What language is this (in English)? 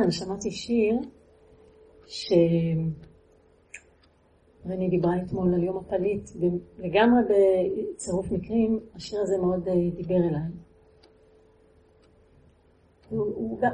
Hebrew